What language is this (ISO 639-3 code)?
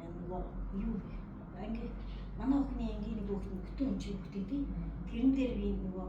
mon